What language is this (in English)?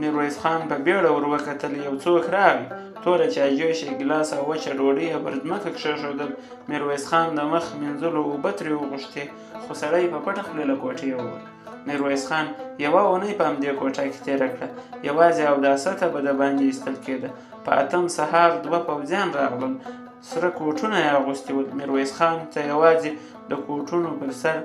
Pashto